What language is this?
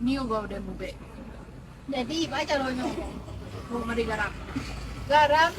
Minangkabau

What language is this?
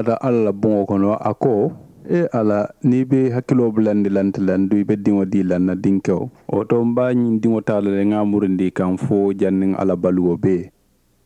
Mandingo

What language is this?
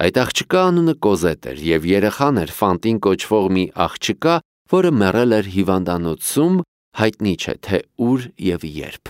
Armenian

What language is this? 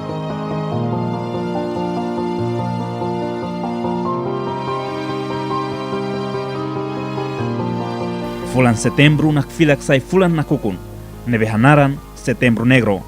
Tetum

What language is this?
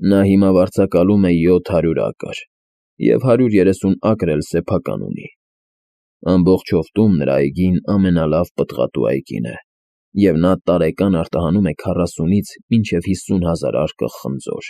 Armenian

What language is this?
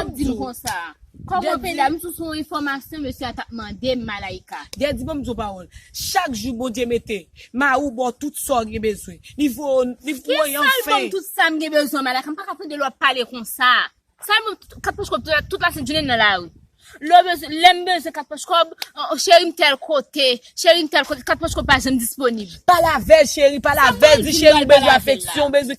Haitian Creole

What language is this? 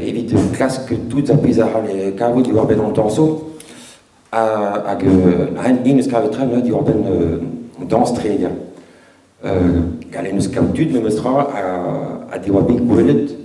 Breton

